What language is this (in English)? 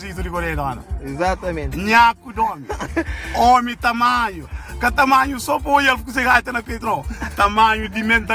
Kabuverdianu